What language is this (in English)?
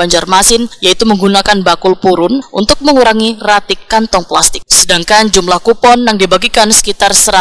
Banjar